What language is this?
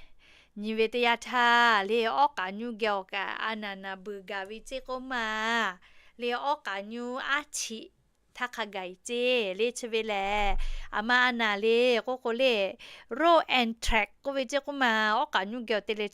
Lahu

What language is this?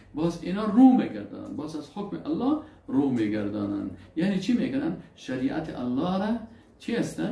Persian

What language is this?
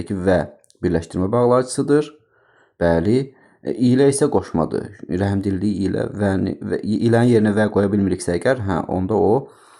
Azerbaijani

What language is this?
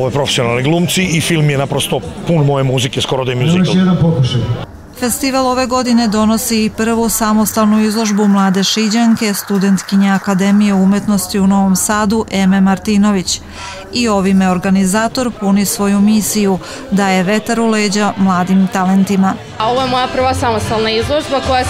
Serbian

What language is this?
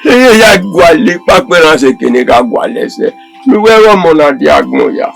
Bini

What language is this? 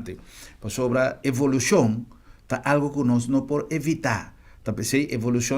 Papiamento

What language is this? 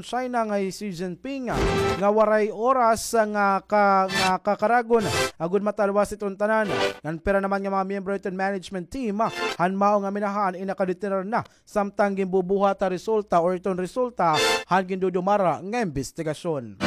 Waray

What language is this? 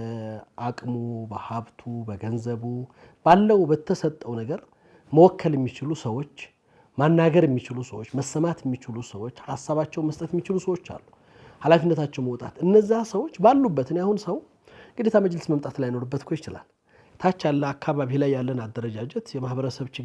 Amharic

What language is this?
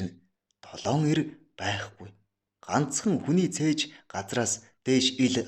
Mongolian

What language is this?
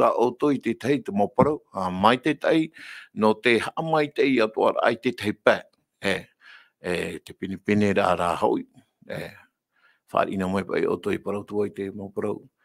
Tahitian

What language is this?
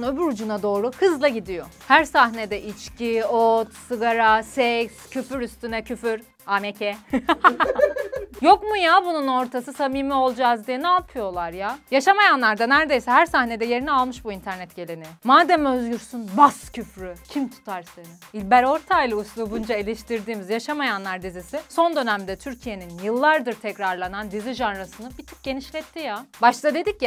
Turkish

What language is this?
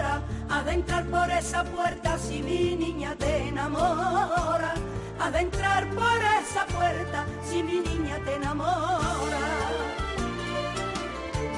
Spanish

